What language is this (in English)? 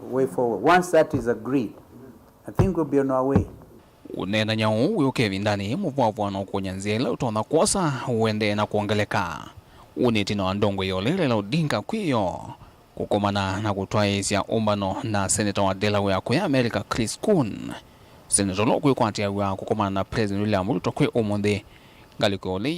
Kamba